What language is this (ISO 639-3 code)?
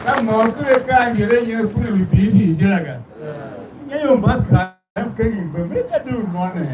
tiv